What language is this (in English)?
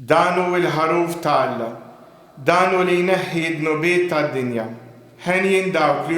Maltese